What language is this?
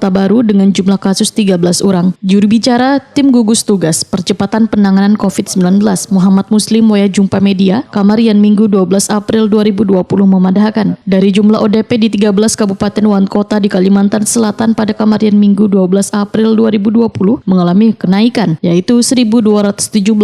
Banjar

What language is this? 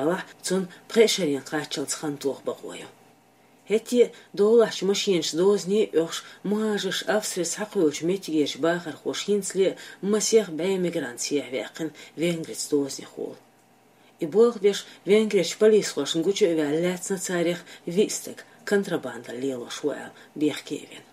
Chechen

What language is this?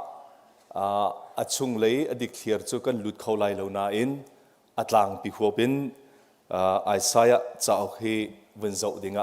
Hakha Chin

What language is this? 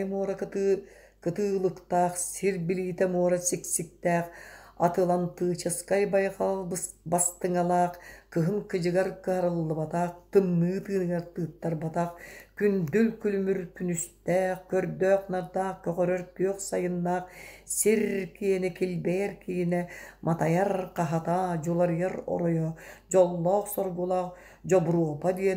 Yakut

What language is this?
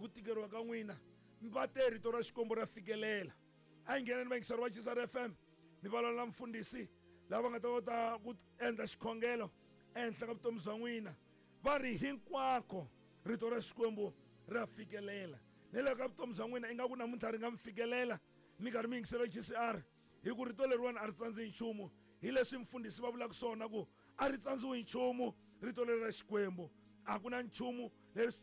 Tsonga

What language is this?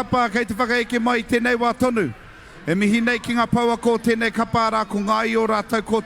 Māori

